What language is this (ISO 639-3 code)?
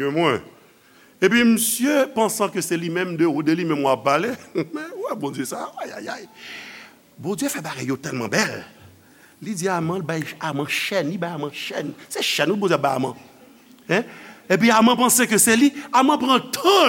hat